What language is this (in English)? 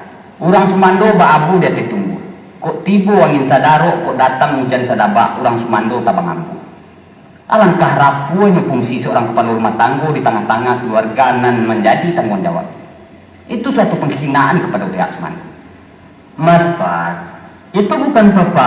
Minangkabau